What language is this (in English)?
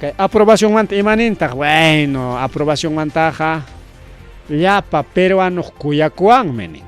Ayacucho Quechua